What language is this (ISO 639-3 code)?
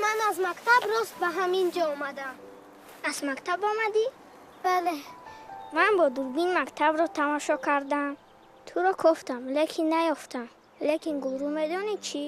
tgk